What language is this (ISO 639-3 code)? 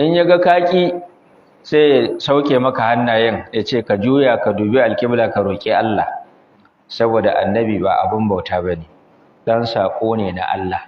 hau